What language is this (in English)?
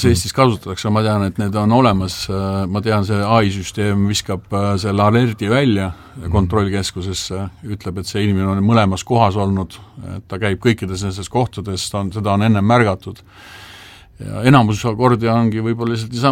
Estonian